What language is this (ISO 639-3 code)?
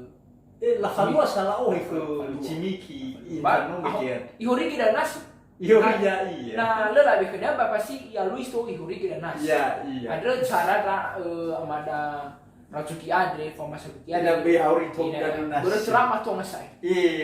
nia